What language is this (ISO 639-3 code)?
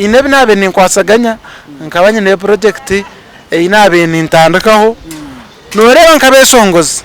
nyn